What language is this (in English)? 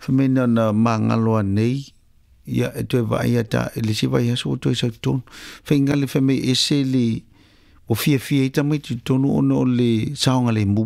Samoan